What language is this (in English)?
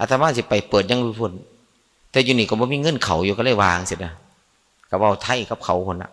Northeastern Thai